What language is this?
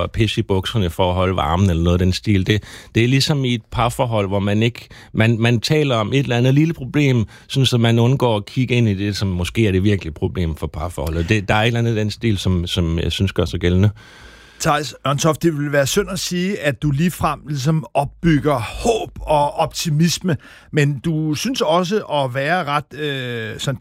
Danish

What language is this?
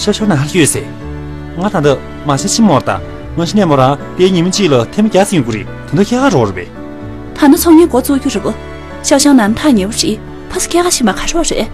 Tibetan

